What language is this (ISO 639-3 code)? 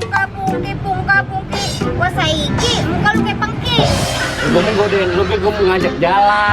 bew